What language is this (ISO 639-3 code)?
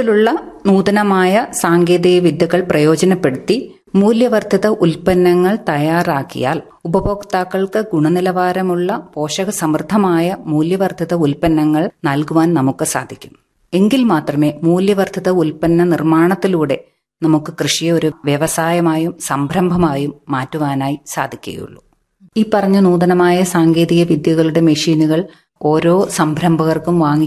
mal